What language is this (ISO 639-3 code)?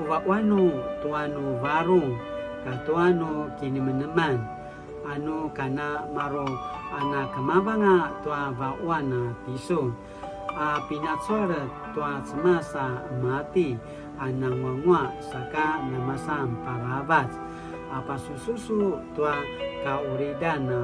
pwn